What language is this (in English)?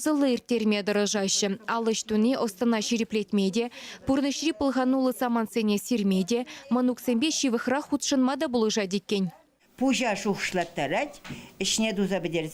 Chuvash